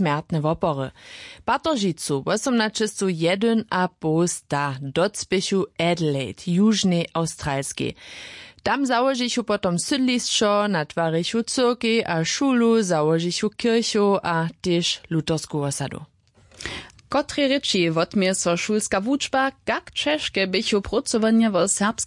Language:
Upper Sorbian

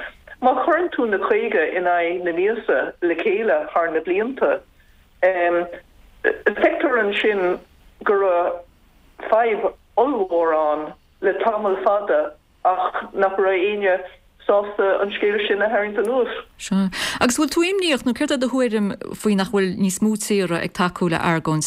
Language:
Irish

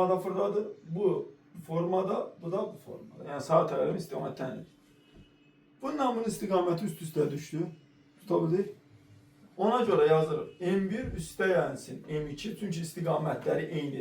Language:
Azerbaijani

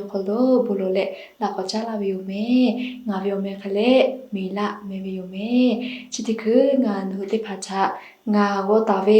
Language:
Lahu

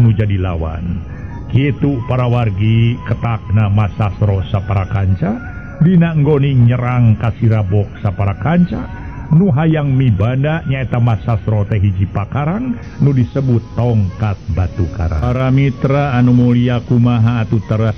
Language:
Sundanese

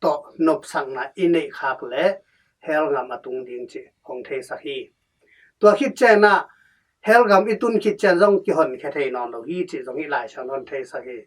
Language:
Tedim Chin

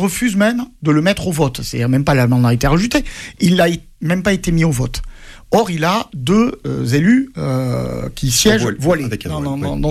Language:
French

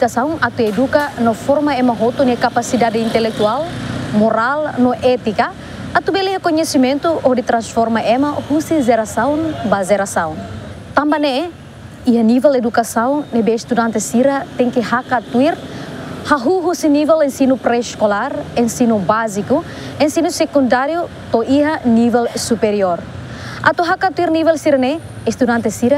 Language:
Tetum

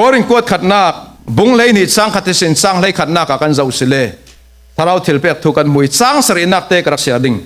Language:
Falam Chin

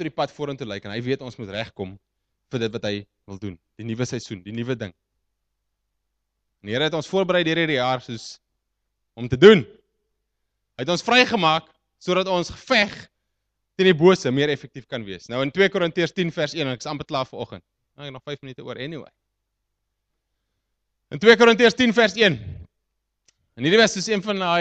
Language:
Afrikaans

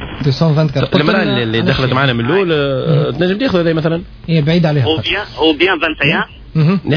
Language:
Tunisian Arabic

